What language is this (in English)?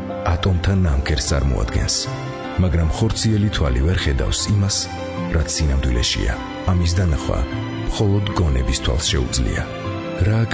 Georgian